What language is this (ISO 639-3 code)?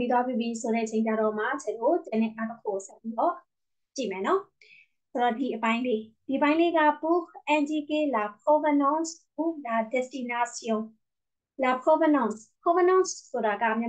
mya